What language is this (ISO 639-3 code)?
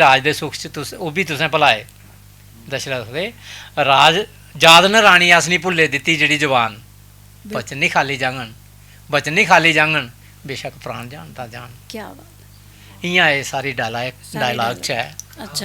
doi